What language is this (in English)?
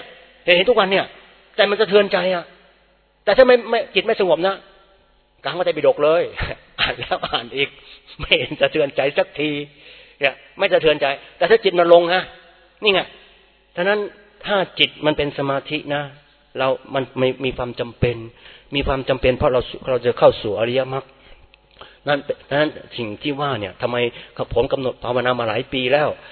Thai